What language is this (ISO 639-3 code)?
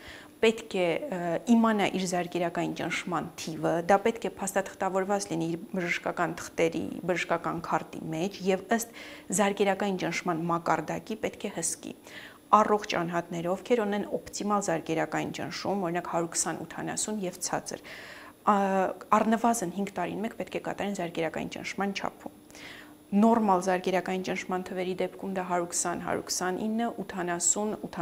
hye